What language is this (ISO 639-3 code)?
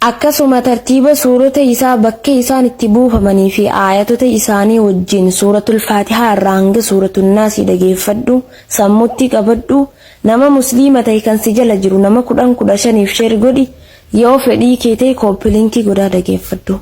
orm